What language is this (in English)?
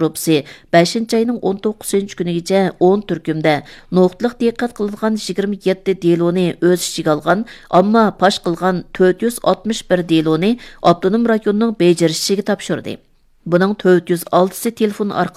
Uyghur